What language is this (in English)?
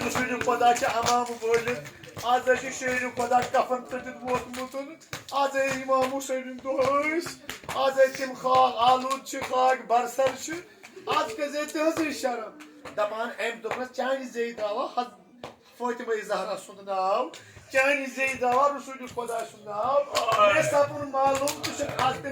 Kashmiri